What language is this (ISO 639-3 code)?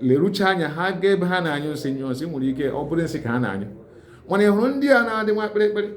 ibo